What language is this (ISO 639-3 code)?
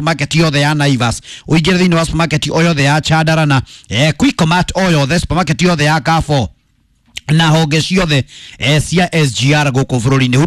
kik